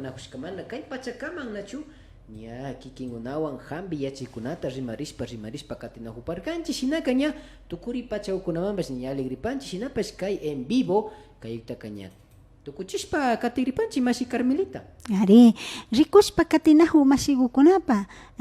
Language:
Imbabura Highland Quichua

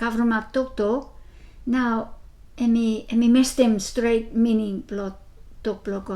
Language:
Bislama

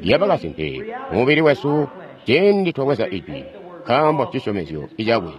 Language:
Tonga (Zambia)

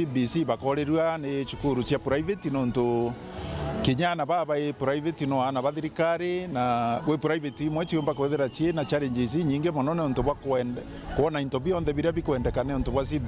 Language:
Meru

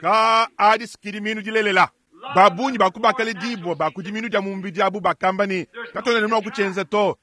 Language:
Luba-Lulua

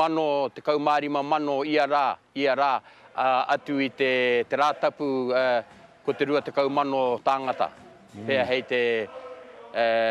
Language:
Māori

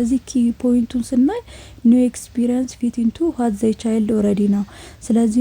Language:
Amharic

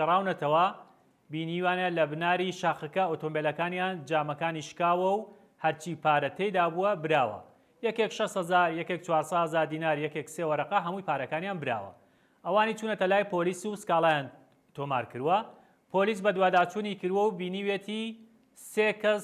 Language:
Central Kurdish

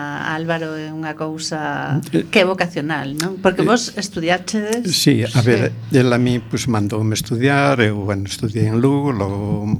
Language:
Galician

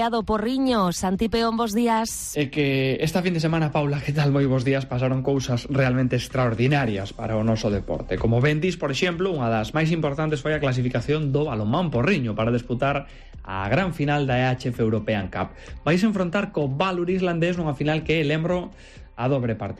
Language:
Galician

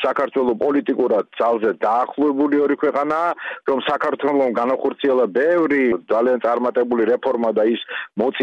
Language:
Georgian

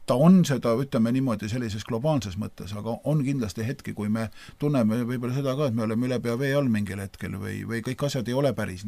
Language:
Estonian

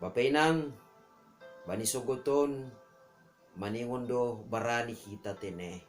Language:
Batak Simalungun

